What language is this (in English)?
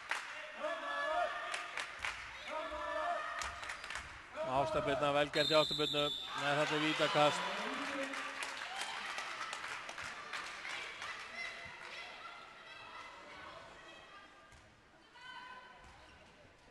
Icelandic